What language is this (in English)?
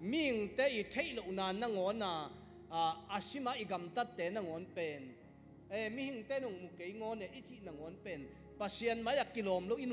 Tedim Chin